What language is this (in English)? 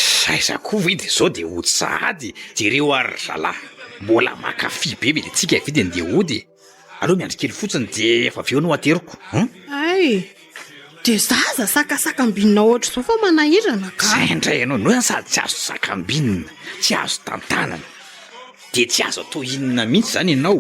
Malagasy